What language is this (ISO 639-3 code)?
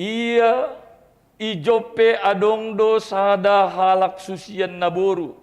bts